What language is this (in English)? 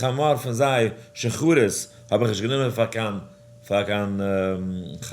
Yiddish